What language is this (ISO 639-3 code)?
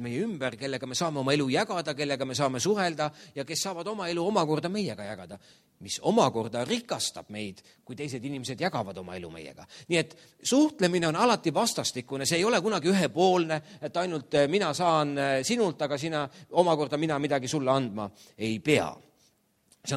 est